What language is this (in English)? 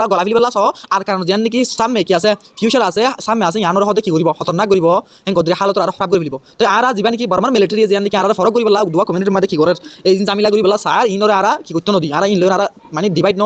Rohingya